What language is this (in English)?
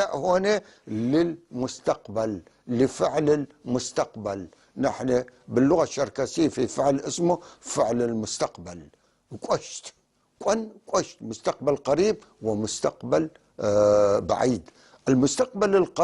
North Levantine Arabic